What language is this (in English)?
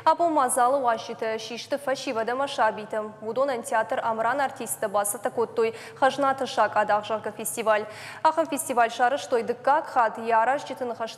Ossetic